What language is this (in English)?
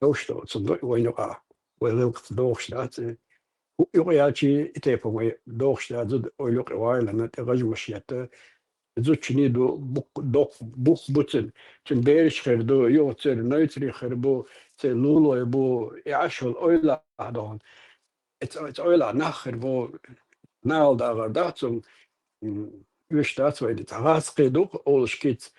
Chechen